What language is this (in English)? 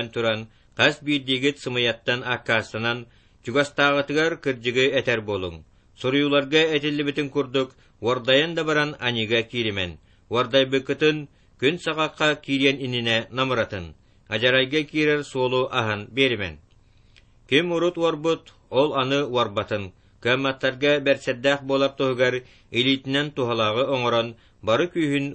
Yakut